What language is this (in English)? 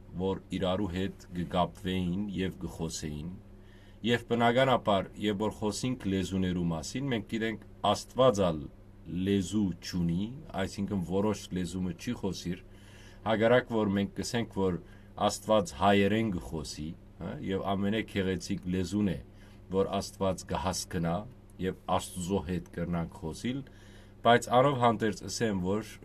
Western Armenian